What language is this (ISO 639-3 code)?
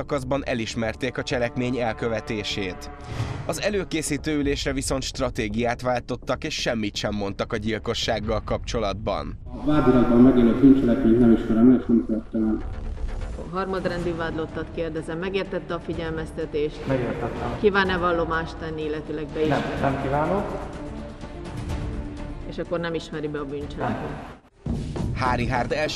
hun